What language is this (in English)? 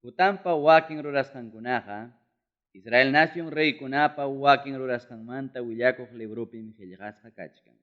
Ayacucho Quechua